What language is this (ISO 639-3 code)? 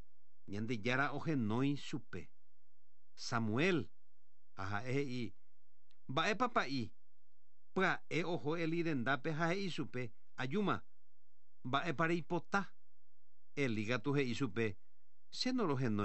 grn